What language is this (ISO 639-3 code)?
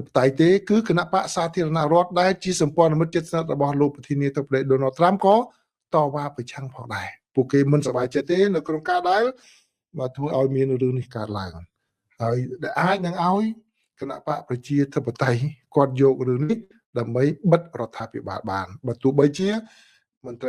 khm